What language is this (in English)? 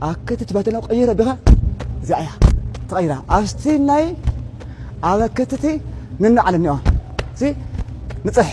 Tigrinya